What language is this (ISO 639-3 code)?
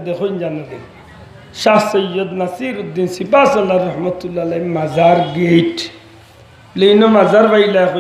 syl